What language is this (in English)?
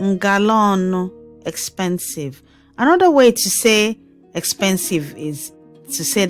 Igbo